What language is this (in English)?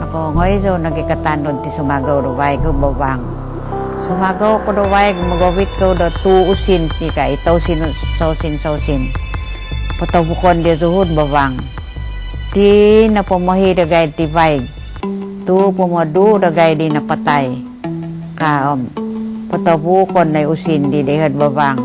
Central Dusun